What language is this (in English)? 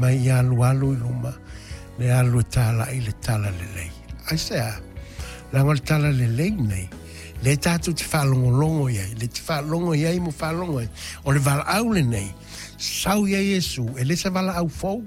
Samoan